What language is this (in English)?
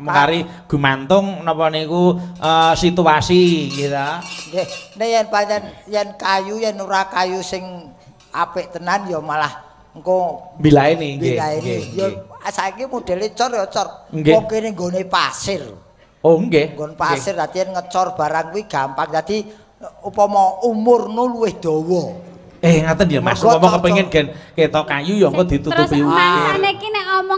Javanese